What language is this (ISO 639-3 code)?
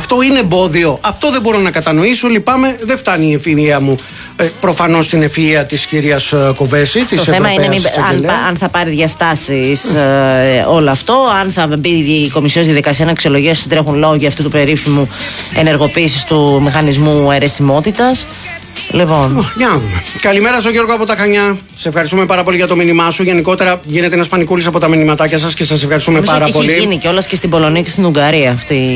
ell